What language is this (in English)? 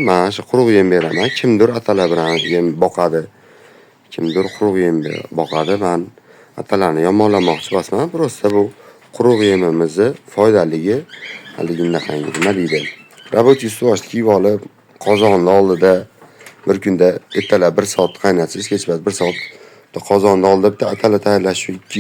Uzbek